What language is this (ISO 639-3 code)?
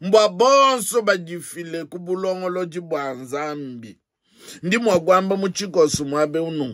lua